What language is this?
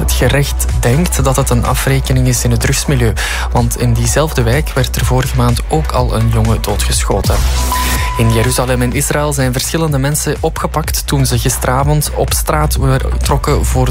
Dutch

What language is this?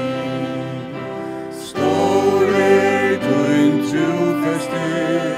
Faroese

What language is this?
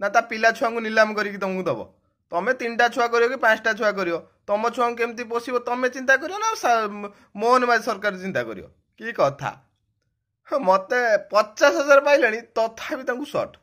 Odia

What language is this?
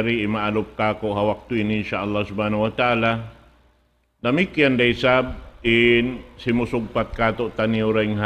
Tausug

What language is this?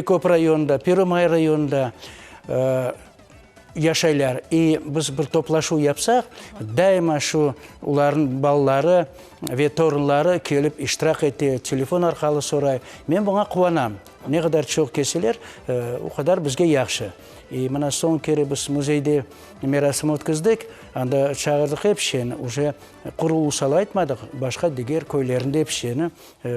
Crimean Tatar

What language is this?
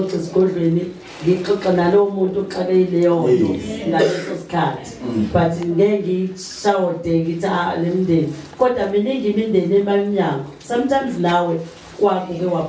Zulu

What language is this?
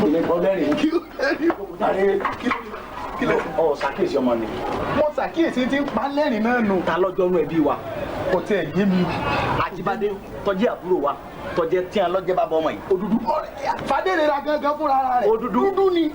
Yoruba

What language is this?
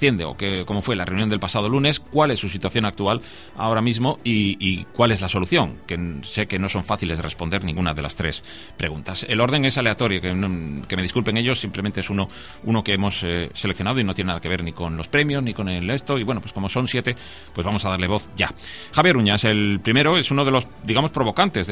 Spanish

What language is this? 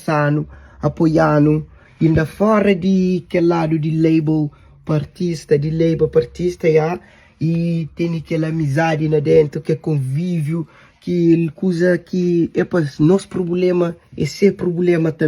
Kabuverdianu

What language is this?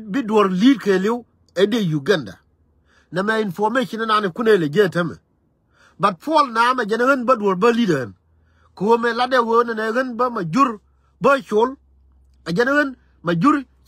Nuer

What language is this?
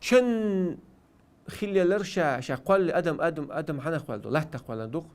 Chechen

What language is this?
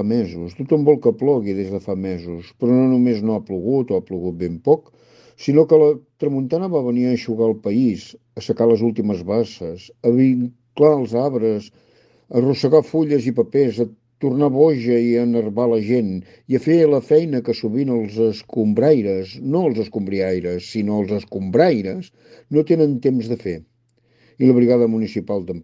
Catalan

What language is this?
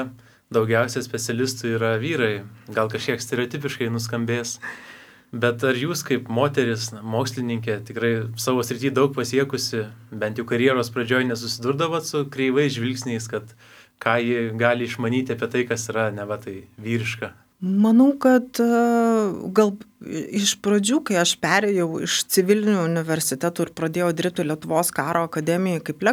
Lithuanian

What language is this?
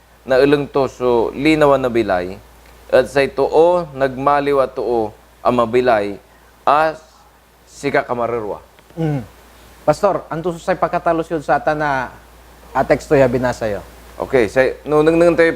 Pangasinan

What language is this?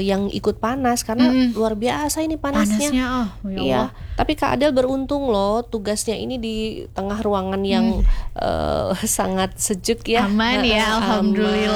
Indonesian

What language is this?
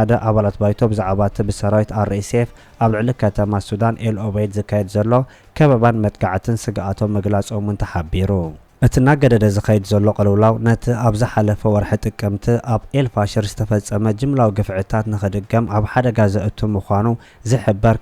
Tigrinya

